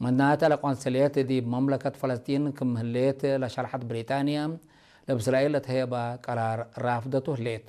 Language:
Tigre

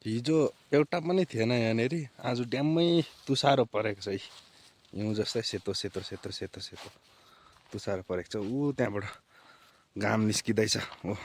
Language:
Nepali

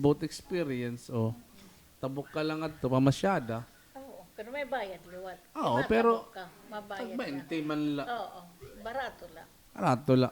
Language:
Waray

